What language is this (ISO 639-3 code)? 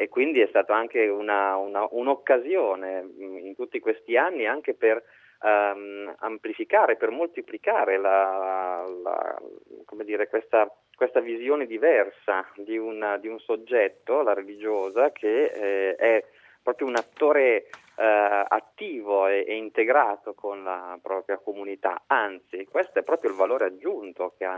ita